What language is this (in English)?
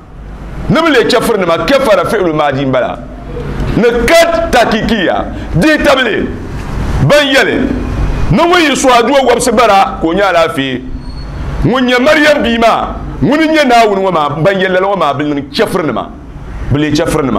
Dagbani